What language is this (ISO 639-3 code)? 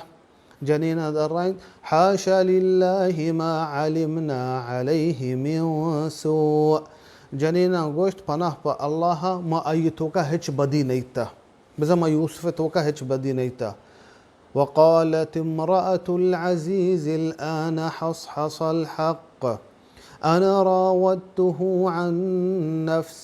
bal